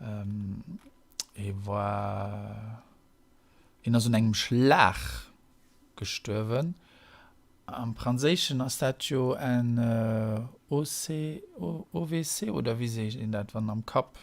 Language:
Luxembourgish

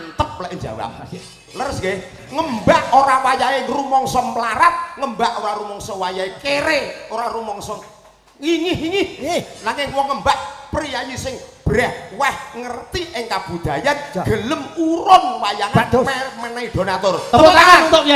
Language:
Javanese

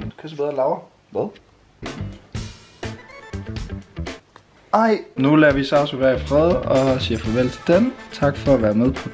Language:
Danish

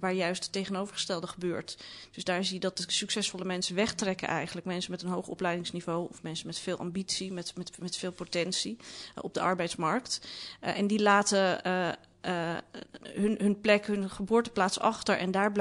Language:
Dutch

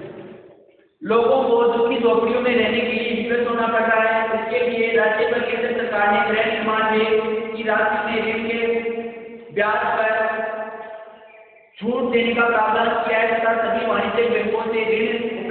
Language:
Hindi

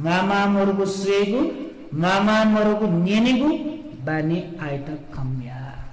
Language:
Newari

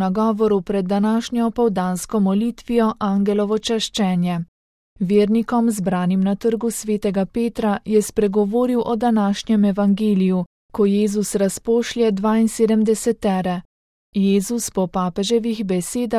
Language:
Slovenian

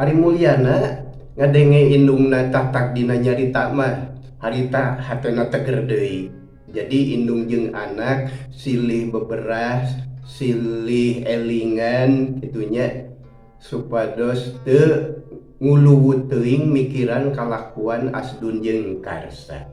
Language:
Sundanese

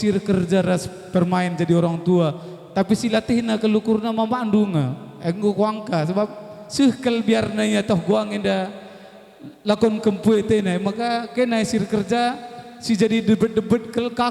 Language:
Batak Karo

